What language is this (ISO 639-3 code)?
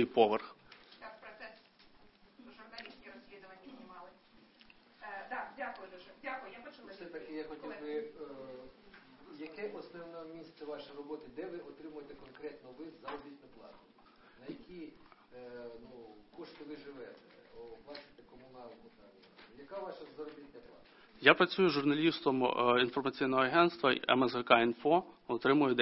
ukr